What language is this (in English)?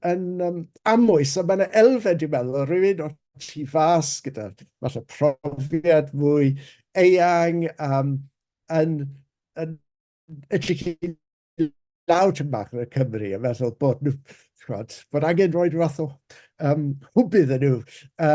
Welsh